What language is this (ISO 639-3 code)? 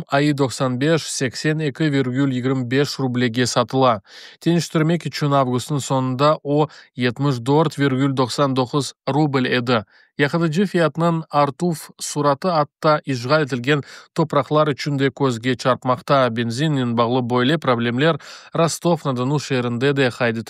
crh